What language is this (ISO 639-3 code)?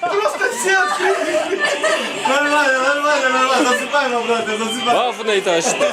oss